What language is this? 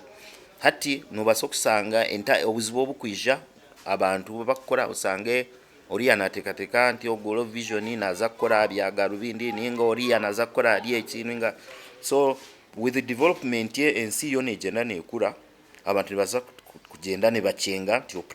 Nyankole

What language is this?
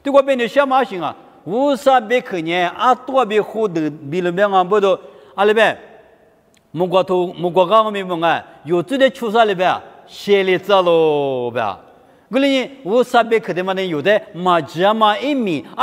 Lisu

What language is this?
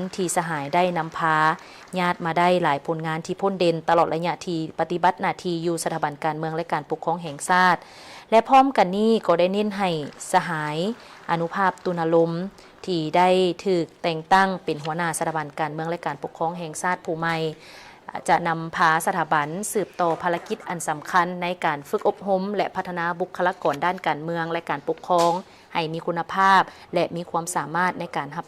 Lao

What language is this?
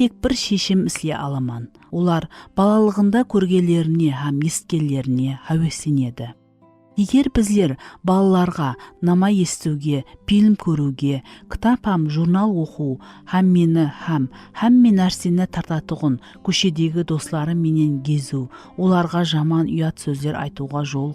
Kara-Kalpak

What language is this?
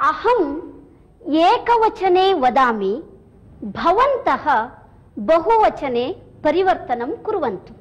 Sanskrit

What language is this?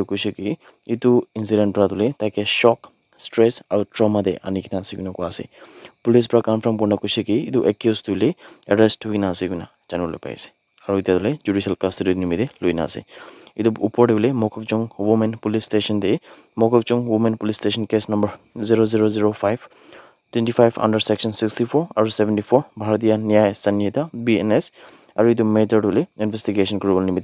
Naga Pidgin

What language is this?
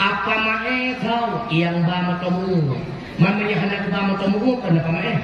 Achinese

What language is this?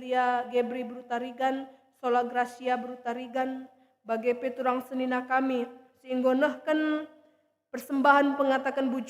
Batak Karo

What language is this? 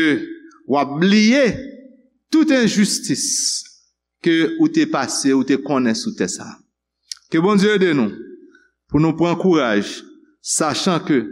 Haitian Creole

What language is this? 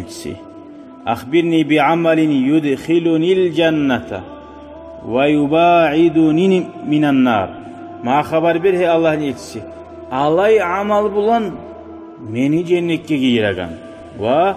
Kumyk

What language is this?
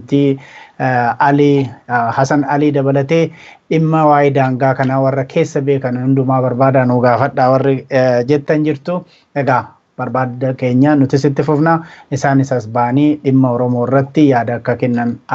Oromo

